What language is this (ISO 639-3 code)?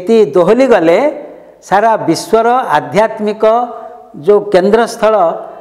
ori